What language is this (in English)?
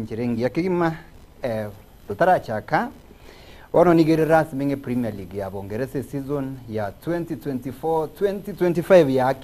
Gusii